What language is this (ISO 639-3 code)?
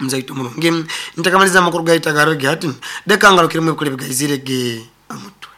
nyo